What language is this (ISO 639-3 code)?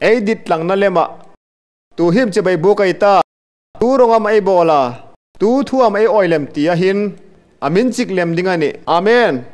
hmr